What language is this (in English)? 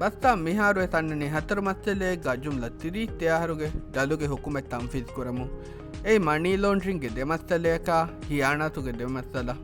Divehi